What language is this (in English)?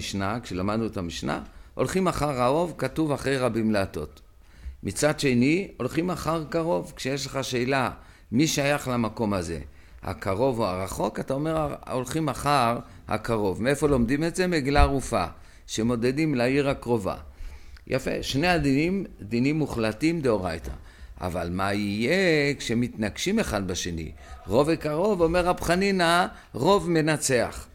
Hebrew